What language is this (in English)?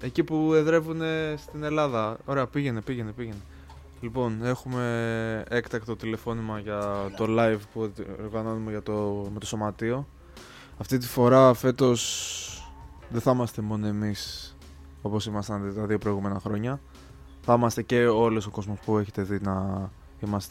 Greek